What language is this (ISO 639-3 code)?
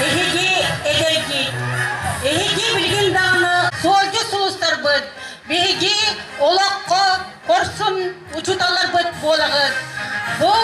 sah